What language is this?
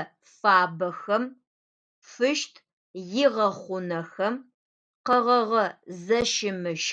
Adyghe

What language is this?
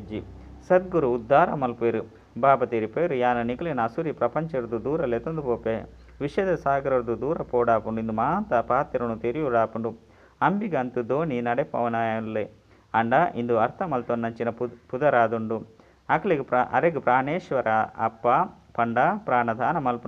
Tulu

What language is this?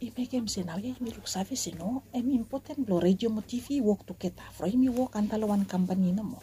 Bislama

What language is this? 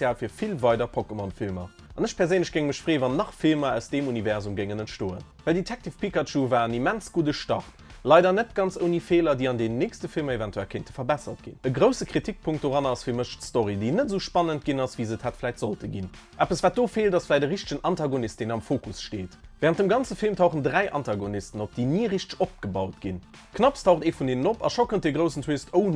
Luxembourgish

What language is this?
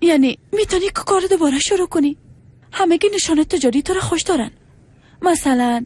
Persian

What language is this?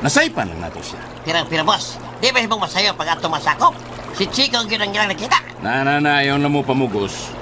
Cebuano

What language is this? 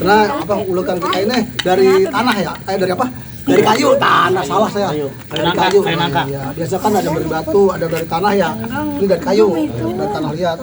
Betawi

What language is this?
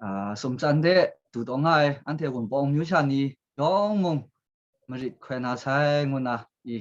Kachin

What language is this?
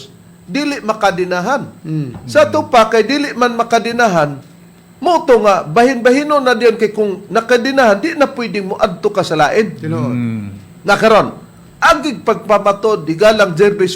Cebuano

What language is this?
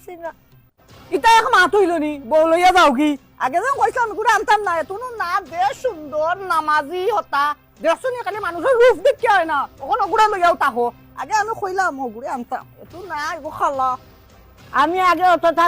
Sylheti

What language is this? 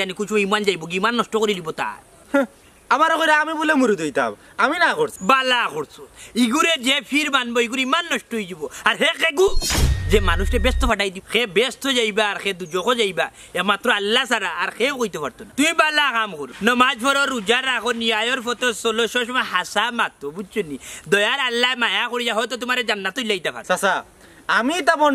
Sylheti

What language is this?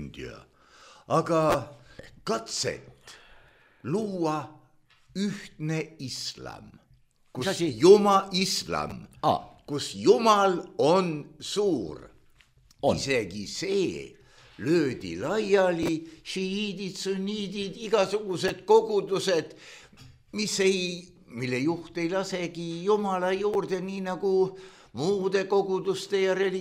Estonian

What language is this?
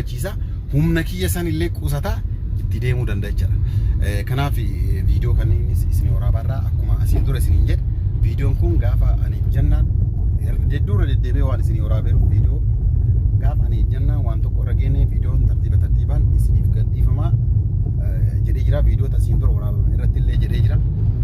Oromo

